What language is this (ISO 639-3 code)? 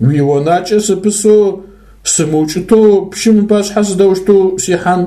ady